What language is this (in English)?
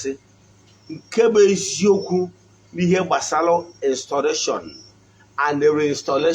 Igbo